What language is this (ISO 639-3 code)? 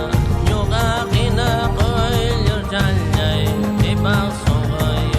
xav